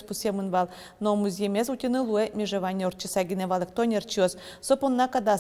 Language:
Udmurt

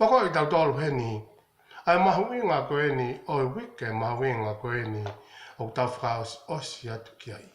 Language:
Tongan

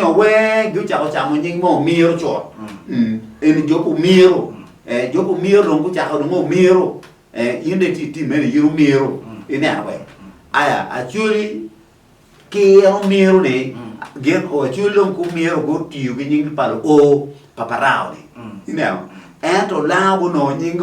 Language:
Acoli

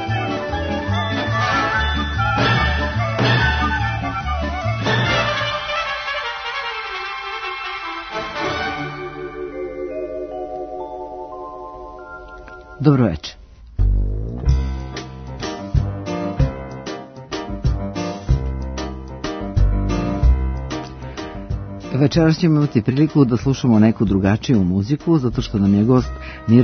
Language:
Serbian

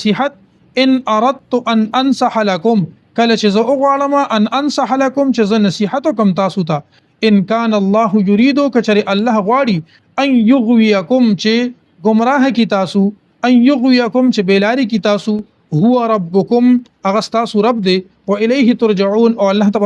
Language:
Pashto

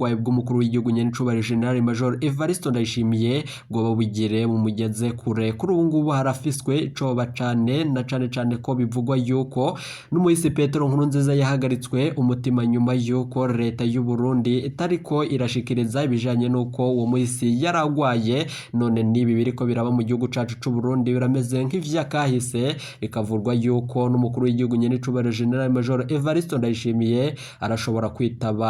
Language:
Rundi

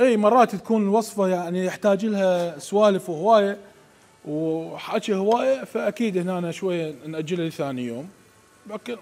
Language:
Mesopotamian Arabic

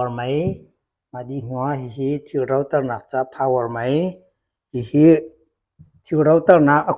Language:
Hakha Chin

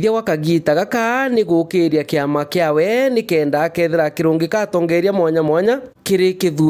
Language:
Meru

